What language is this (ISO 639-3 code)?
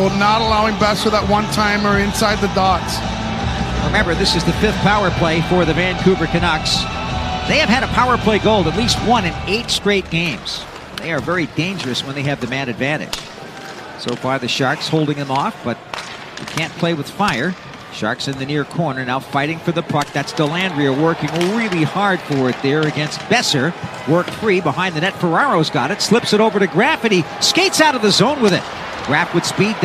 eng